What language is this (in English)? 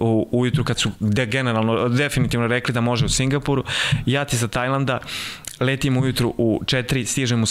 Serbian